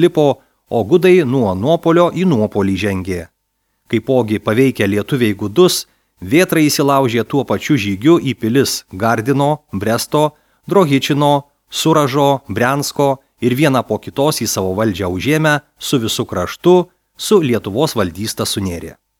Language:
Lithuanian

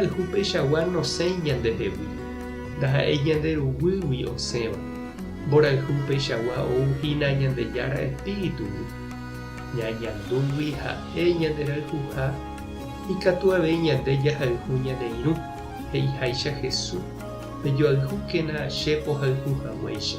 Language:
Guarani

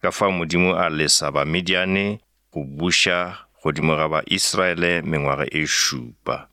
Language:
Northern Sotho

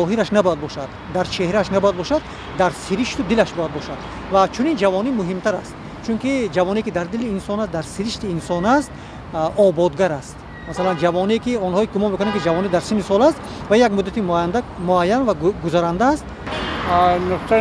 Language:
Tajik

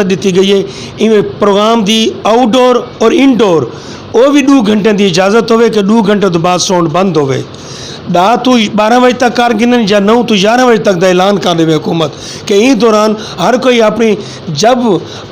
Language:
Western Panjabi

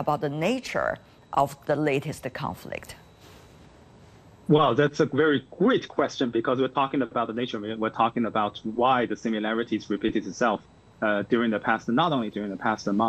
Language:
English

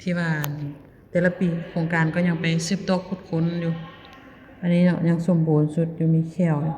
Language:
Lao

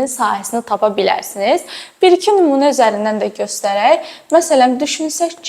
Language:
Azerbaijani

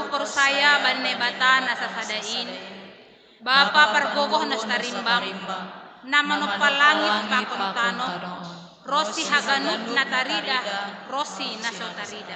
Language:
Batak Simalungun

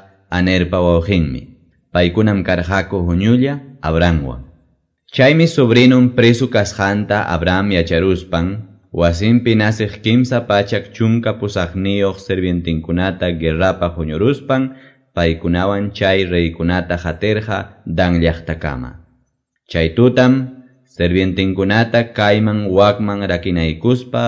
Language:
Quechua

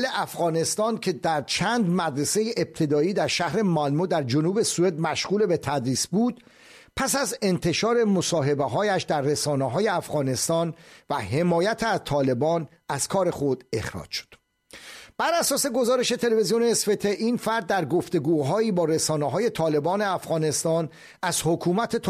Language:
Persian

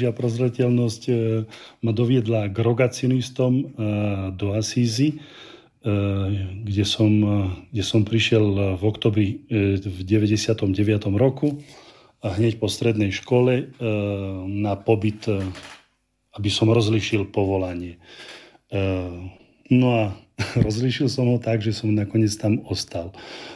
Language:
Slovak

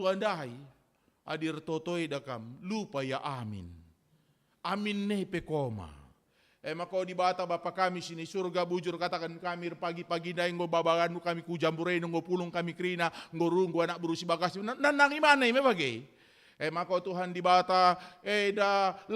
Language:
Batak Karo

